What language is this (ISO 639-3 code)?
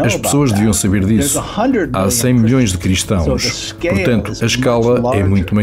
por